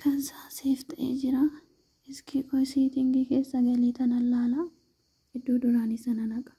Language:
Oromo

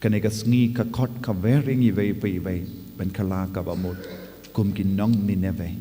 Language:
Khasi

